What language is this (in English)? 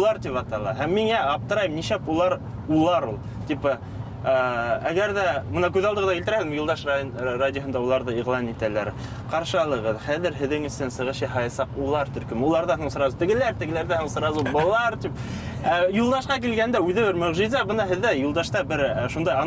Bashkir